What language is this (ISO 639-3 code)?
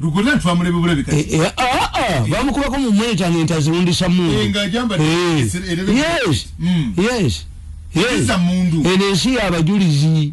lug